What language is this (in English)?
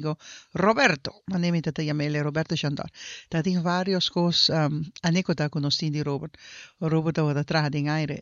Papiamento